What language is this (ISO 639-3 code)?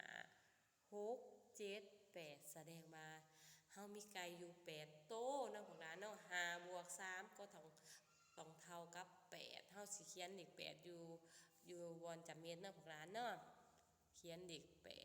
lao